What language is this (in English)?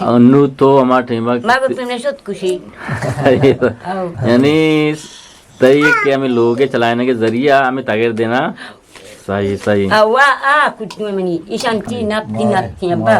Eastern Balochi